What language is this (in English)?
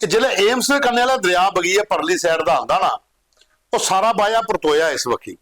Dogri